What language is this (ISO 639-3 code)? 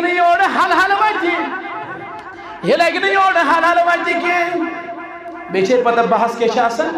kas